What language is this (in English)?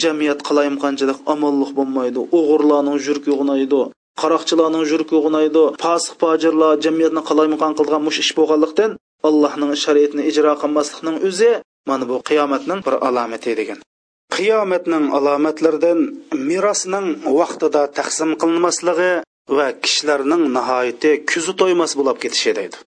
Uyghur